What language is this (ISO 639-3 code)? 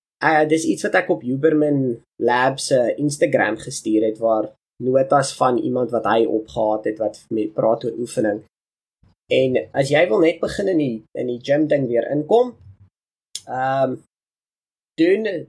afr